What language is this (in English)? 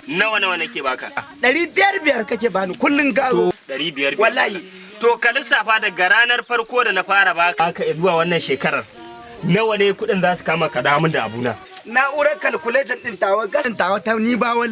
Hausa